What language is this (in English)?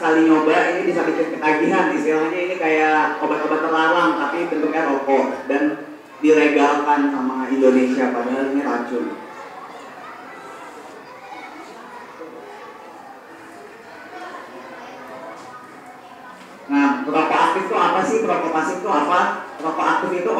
Indonesian